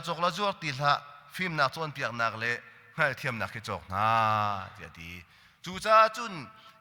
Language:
Hakha Chin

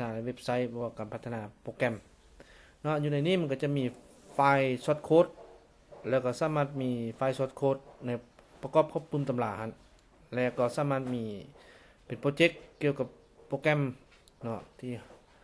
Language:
Lao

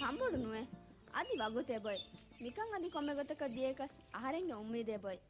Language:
Divehi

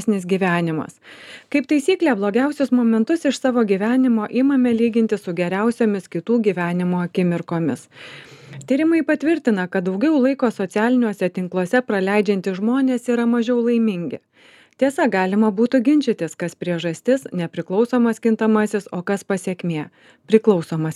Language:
Lithuanian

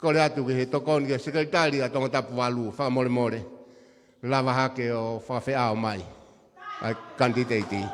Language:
Tongan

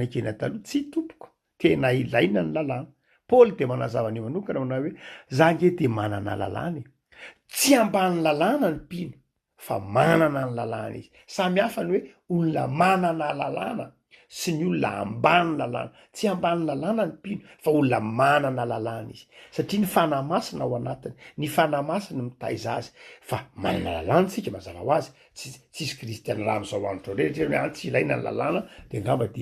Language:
Malagasy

